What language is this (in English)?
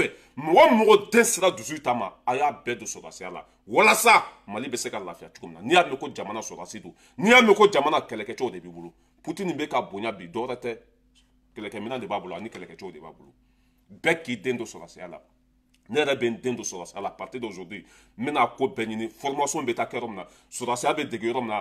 Bambara